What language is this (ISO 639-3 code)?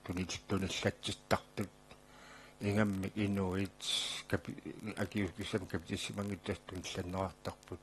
kal